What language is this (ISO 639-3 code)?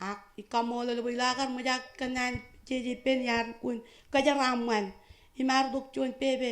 mah